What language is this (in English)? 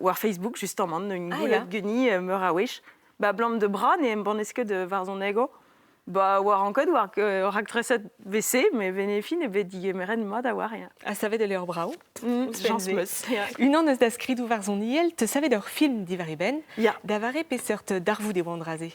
Breton